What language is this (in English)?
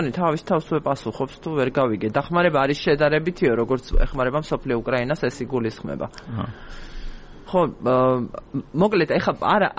Georgian